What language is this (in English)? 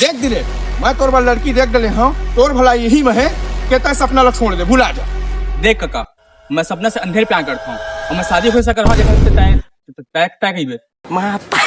Chhattisgarhi